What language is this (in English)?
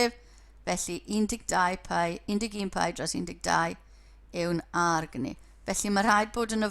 Welsh